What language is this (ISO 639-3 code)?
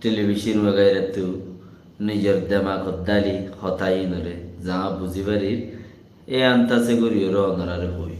rhg